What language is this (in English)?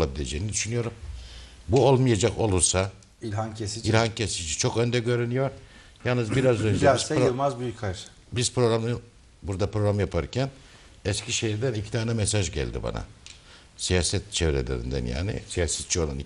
Turkish